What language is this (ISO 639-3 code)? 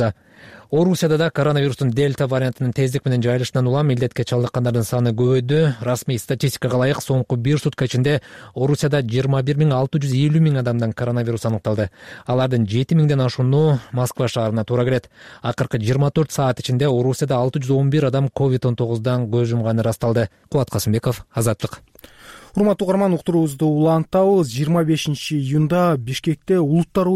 kir